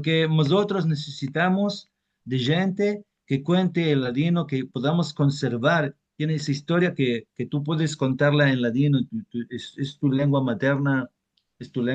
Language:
Ladino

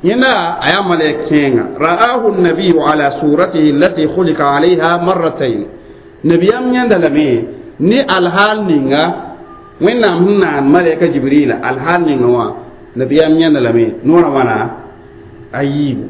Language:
Mossi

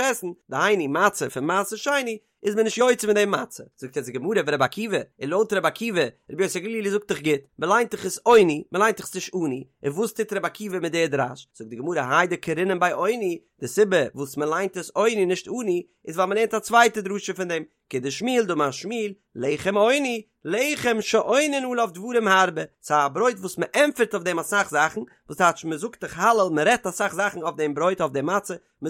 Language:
Yiddish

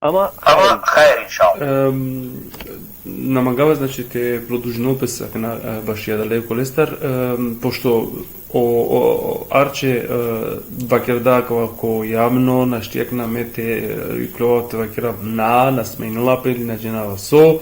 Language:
Balkan Romani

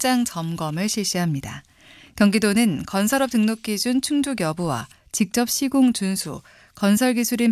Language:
Korean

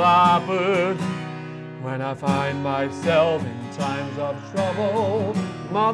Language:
Western Frisian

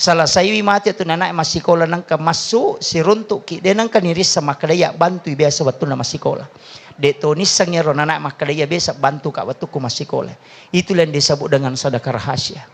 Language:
Buginese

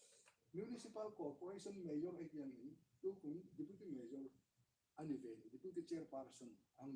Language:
Hmar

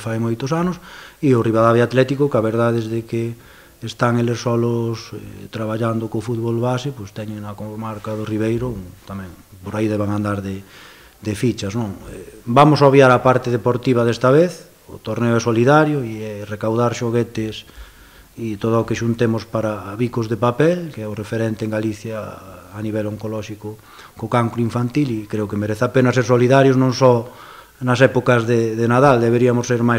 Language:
Galician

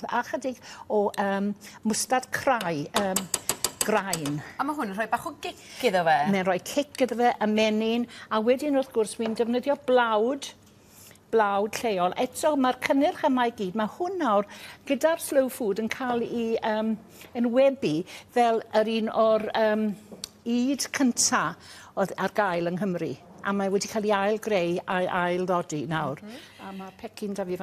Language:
Welsh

